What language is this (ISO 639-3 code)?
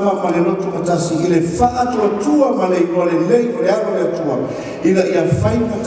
smo